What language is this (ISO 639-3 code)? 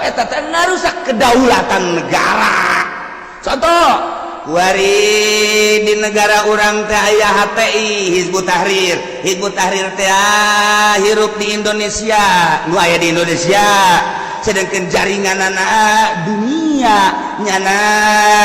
sun